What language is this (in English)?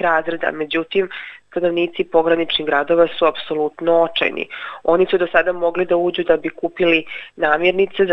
Serbian